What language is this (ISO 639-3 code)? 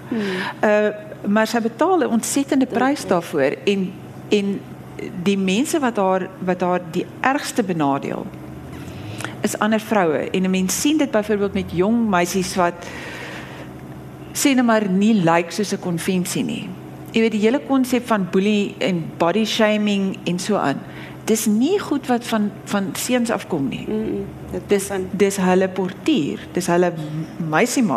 afr